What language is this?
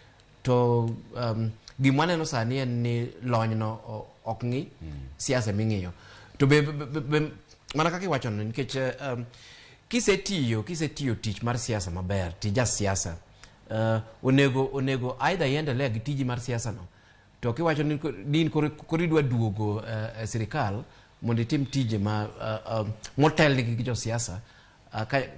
Luo (Kenya and Tanzania)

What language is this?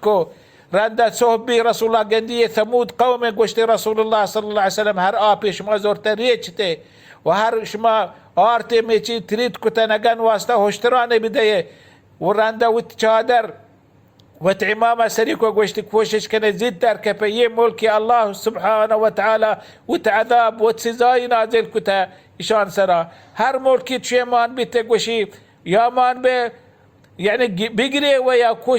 Baluchi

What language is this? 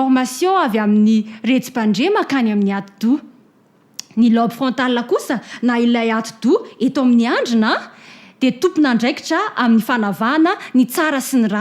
Malagasy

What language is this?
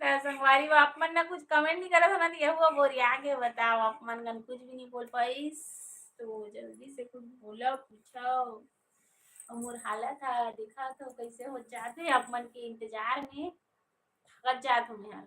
Chhattisgarhi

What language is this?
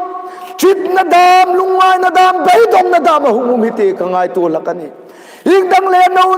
Hmar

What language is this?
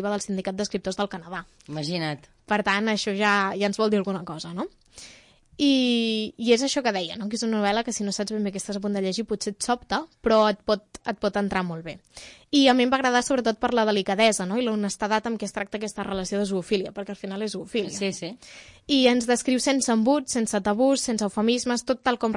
Catalan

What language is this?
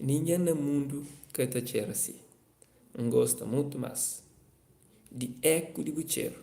Kabuverdianu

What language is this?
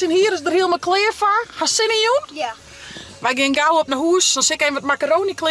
Western Frisian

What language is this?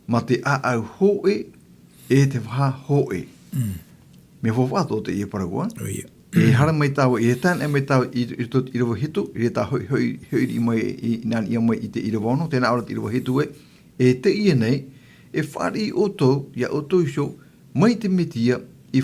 Tahitian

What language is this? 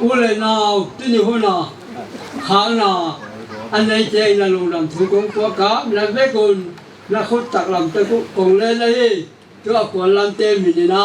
Paite Chin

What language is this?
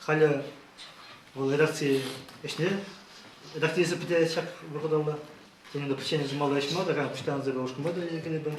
Chuvash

